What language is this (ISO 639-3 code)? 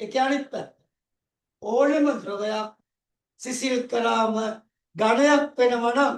sin